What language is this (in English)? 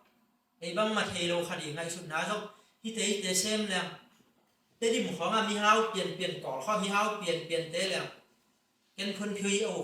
Tedim Chin